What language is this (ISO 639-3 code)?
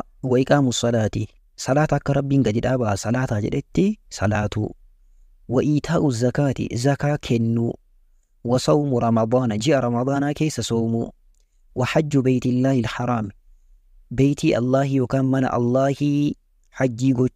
orm